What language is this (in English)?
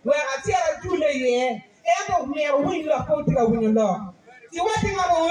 Acoli